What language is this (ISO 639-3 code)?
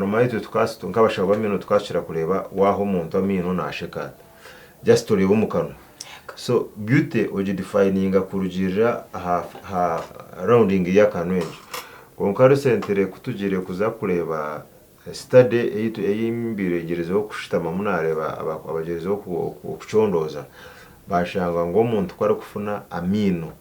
nyn